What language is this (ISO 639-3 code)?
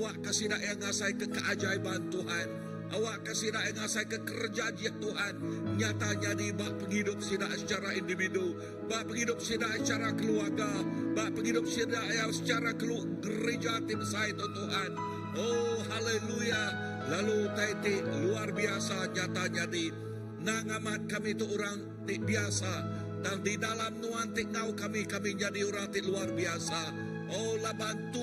iba